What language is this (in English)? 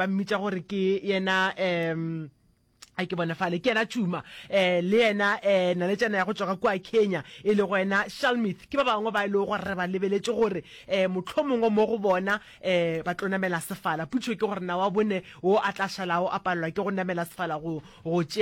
Northern Sotho